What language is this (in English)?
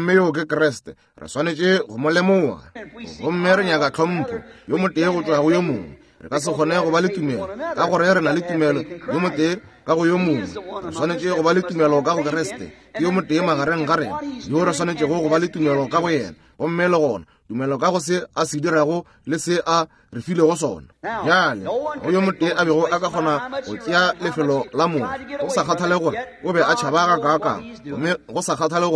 Northern Sotho